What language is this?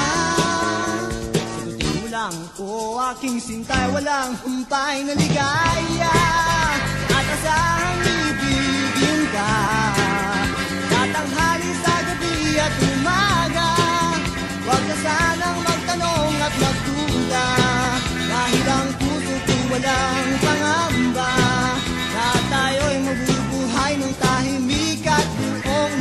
Filipino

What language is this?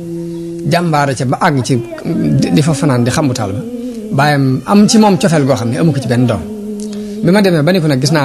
Wolof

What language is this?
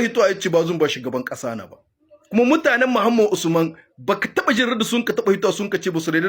Hausa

